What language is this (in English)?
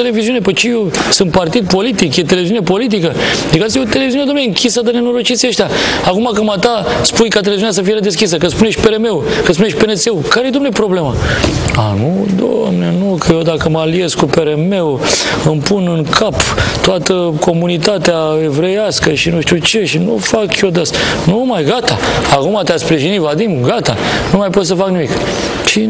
Romanian